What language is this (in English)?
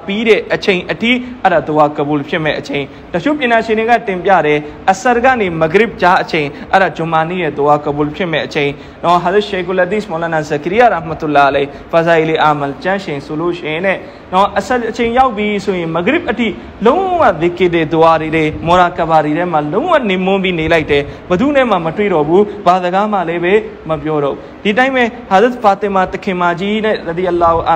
Burmese